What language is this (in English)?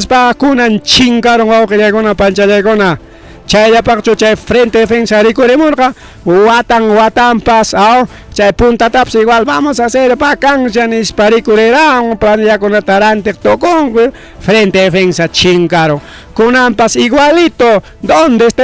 Ayacucho Quechua